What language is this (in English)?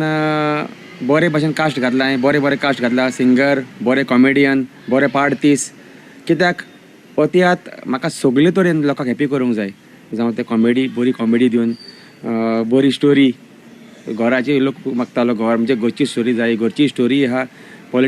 Konkani